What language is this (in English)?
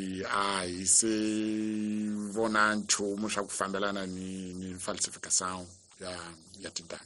Tsonga